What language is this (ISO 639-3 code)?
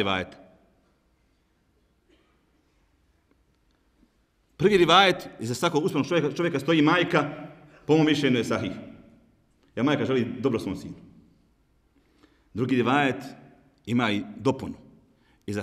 bos